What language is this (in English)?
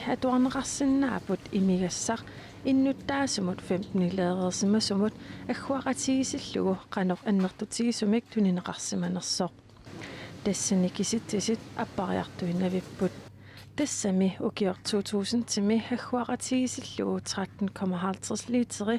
Kalaallisut